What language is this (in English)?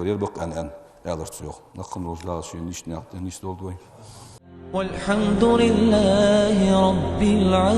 Ingush